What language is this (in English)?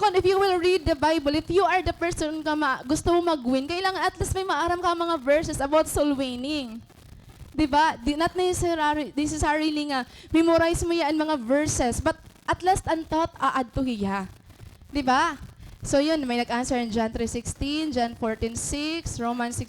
Waray